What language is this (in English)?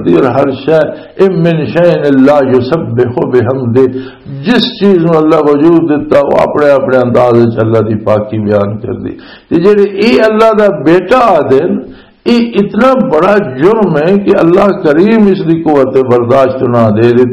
Western Panjabi